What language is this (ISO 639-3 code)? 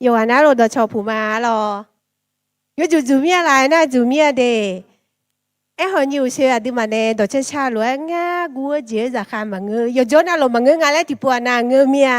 ahk